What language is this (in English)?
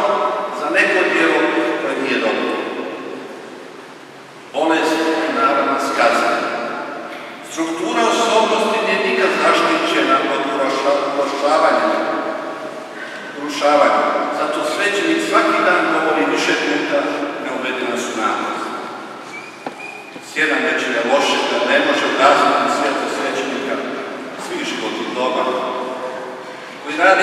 Croatian